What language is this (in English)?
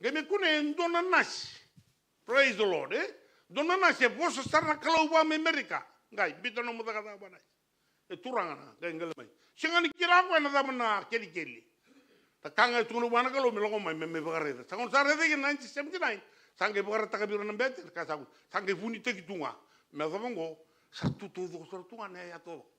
Fijian